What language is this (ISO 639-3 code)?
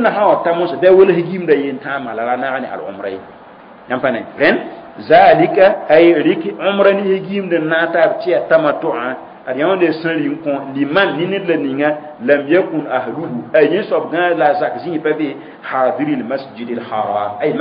mos